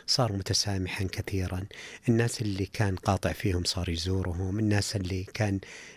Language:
Najdi Arabic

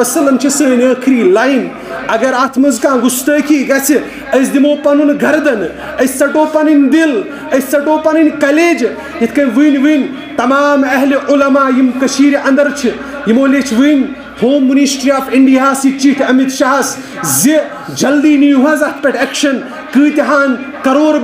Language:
Kashmiri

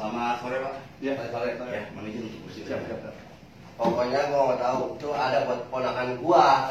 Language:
Betawi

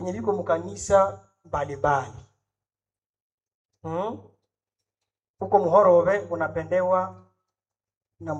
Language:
Swahili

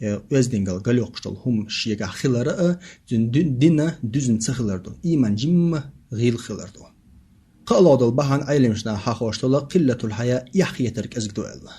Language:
Chechen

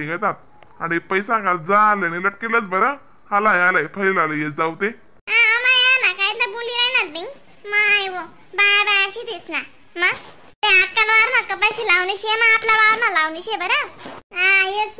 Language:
Khandesi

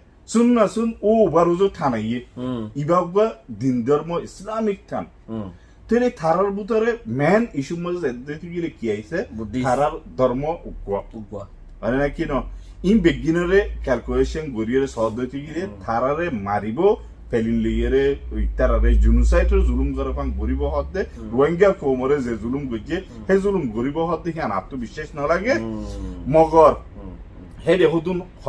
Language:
Rohingya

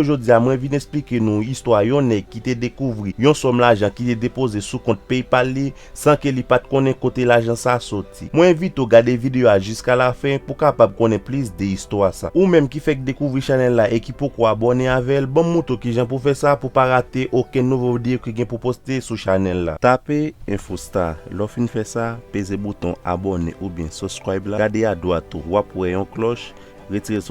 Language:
Haitian Creole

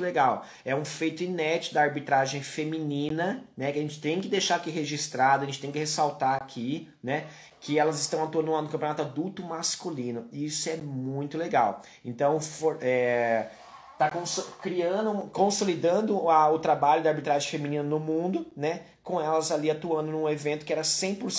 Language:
Portuguese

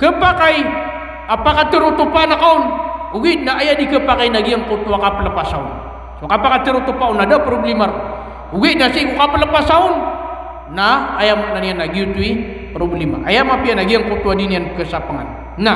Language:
Maranao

